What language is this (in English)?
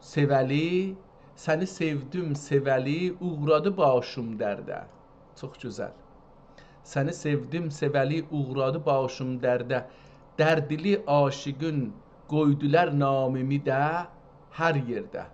South Azerbaijani